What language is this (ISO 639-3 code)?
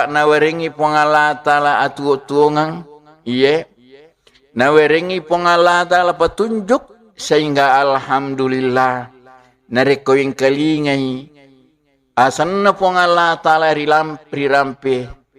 bug